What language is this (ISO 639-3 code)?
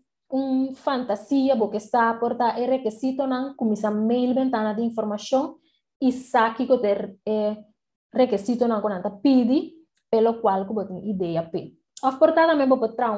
pap